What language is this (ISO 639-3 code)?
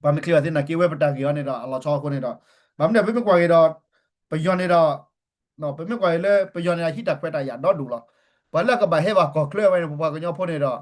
ksw